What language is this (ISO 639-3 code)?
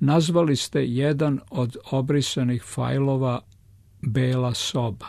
srp